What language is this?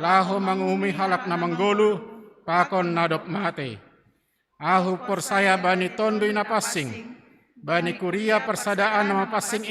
Batak Simalungun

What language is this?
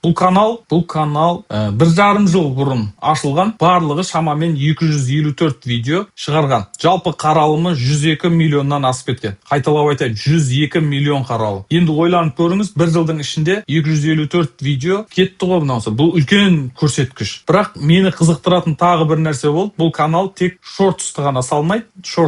Kazakh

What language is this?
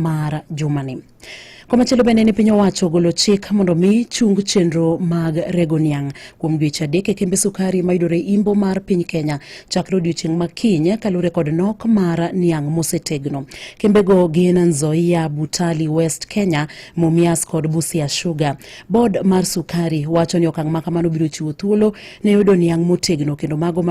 Luo (Kenya and Tanzania)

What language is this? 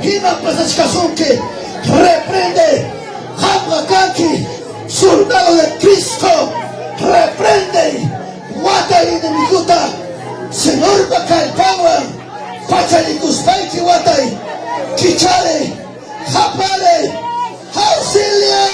Ayacucho Quechua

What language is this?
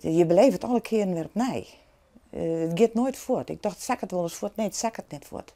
Western Frisian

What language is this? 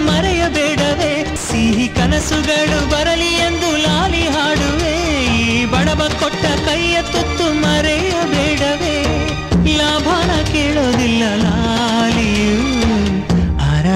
Kannada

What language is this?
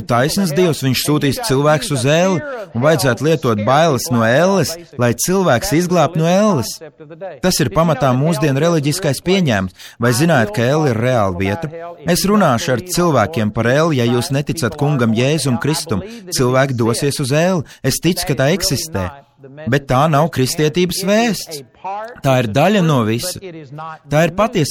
Latvian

